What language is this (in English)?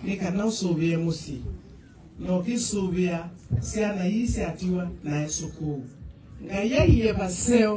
Kamba